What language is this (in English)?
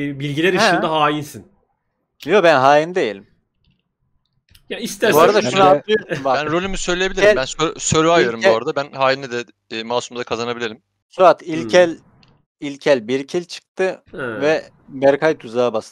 Turkish